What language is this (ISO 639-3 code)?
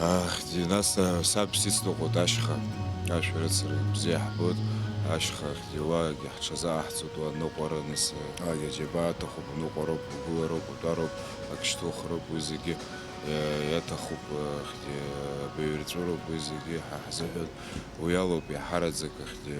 abk